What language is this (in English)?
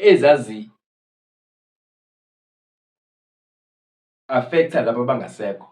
Zulu